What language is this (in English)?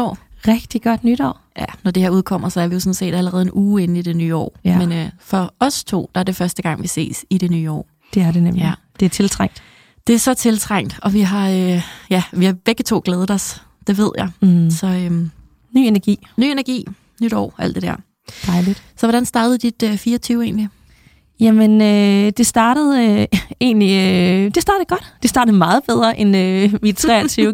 Danish